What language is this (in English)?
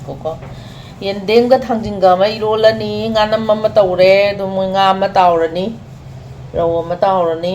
Manipuri